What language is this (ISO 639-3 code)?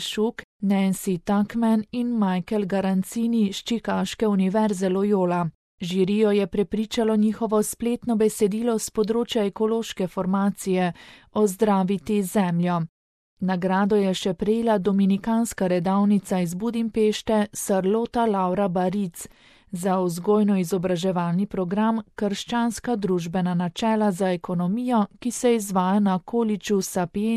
slv